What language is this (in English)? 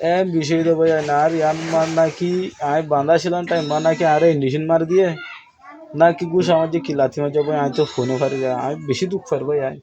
Rohingya